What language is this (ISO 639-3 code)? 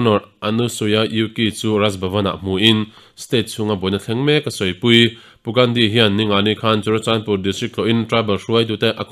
lus